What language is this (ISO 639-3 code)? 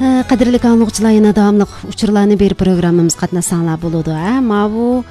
uig